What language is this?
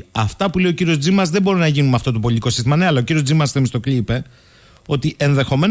Greek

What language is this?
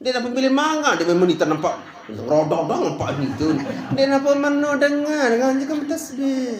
Sasak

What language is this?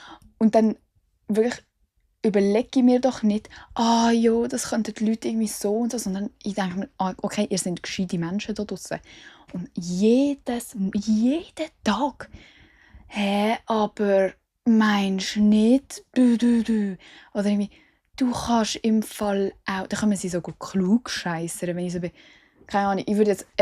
Swiss German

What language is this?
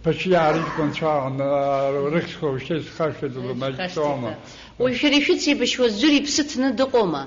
Abkhazian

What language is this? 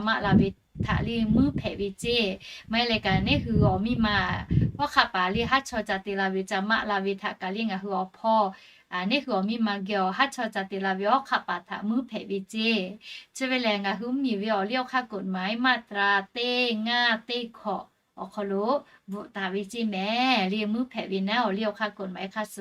Lahu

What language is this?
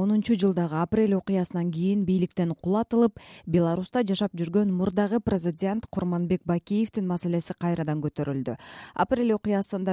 Kyrgyz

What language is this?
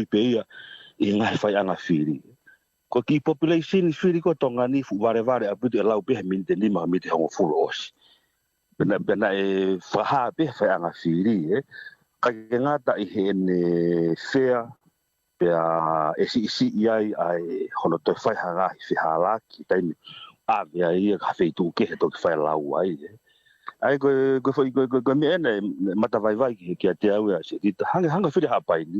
Tongan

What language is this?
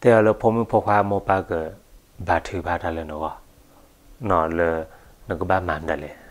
S'gaw Karen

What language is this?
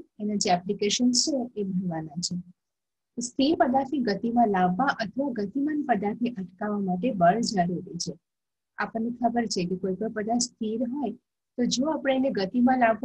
Gujarati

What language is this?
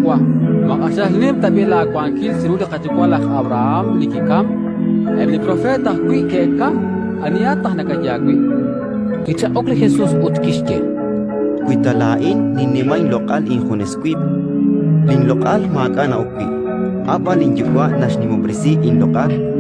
Kekchí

